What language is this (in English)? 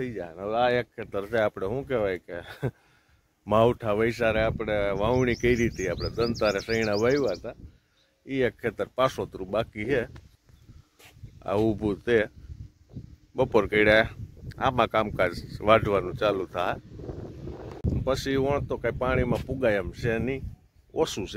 Gujarati